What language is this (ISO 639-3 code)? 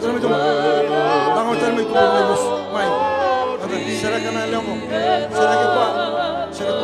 fij